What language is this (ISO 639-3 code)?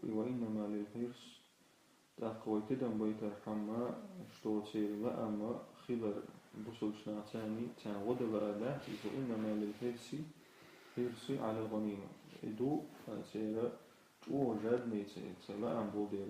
che